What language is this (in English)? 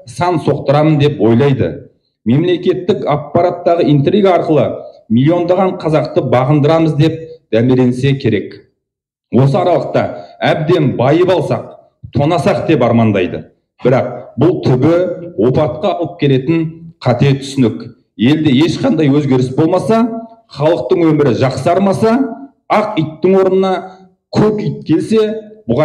Kazakh